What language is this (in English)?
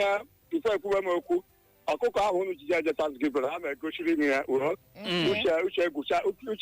Igbo